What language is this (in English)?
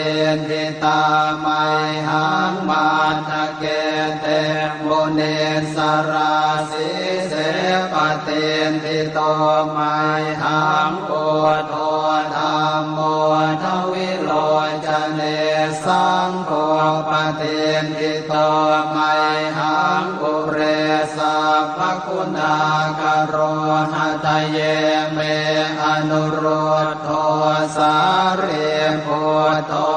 Pali